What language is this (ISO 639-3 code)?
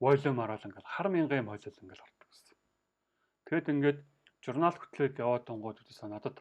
mon